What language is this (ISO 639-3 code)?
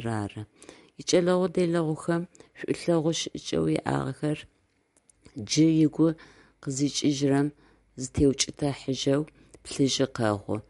ady